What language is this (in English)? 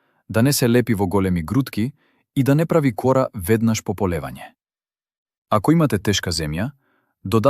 Macedonian